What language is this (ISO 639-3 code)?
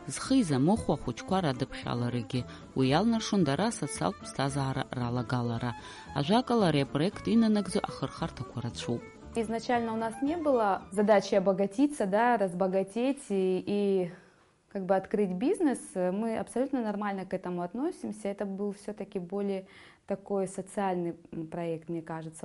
abk